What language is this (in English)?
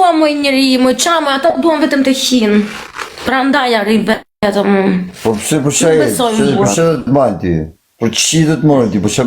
Albanian